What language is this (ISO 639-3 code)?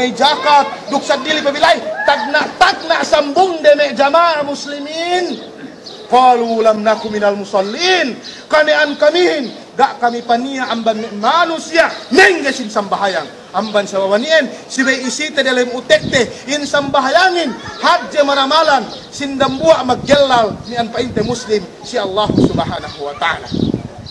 yka